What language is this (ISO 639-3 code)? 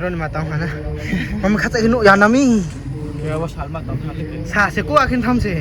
ria